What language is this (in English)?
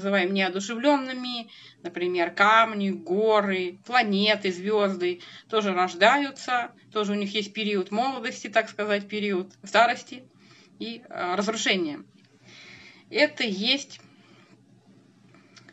Russian